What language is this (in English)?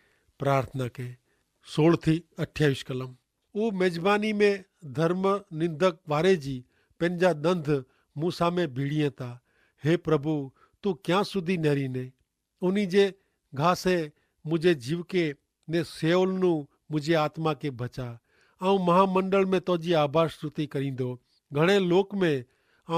Kachhi